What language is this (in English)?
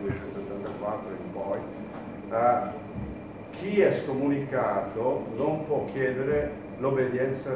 Italian